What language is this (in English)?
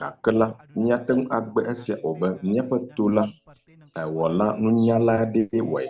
Ewe